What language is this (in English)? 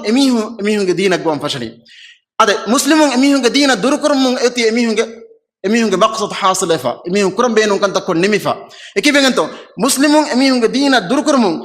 Divehi